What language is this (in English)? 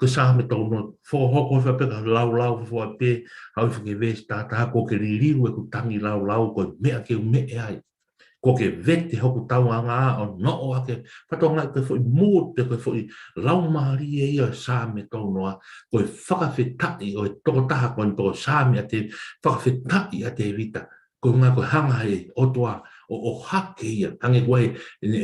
Tongan